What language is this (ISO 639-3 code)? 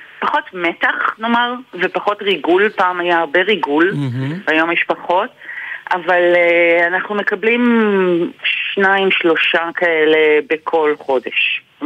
heb